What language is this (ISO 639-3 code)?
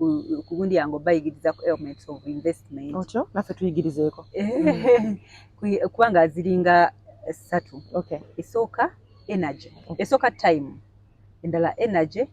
lug